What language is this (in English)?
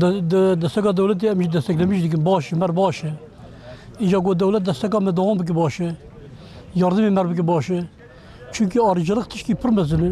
Kurdish